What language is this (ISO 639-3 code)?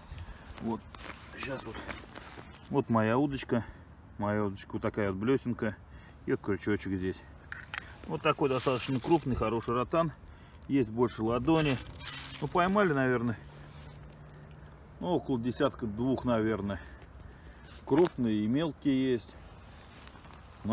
rus